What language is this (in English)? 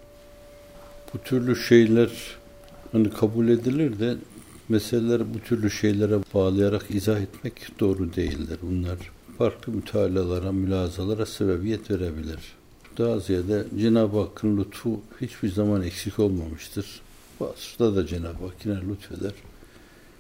Turkish